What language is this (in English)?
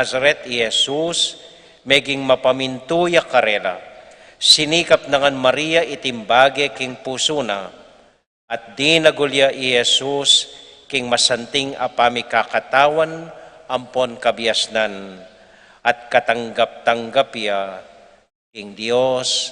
Pampanga